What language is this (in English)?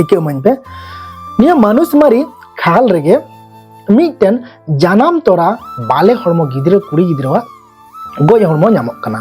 Santali